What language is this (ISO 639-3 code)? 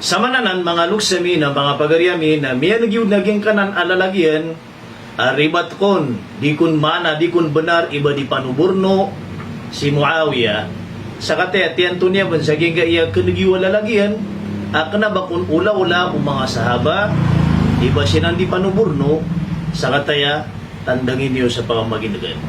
mrw